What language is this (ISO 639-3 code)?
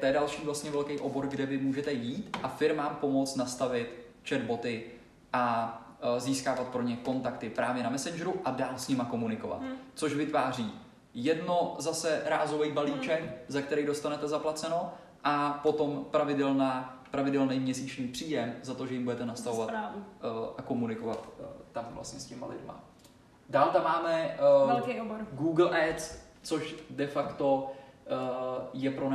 ces